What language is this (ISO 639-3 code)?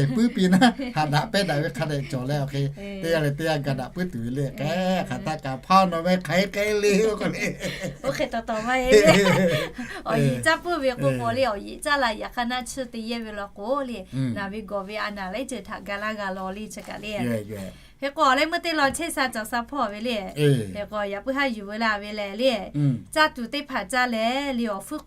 lhu